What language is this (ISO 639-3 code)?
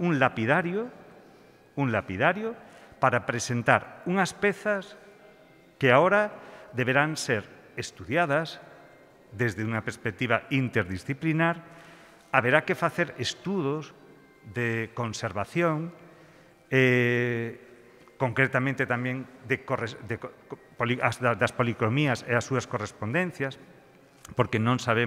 glg